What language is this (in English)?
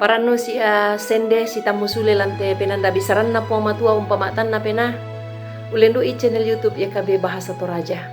Toraja-Sa'dan